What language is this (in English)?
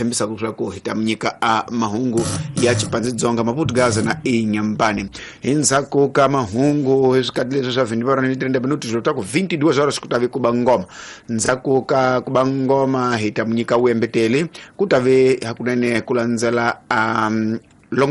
Tsonga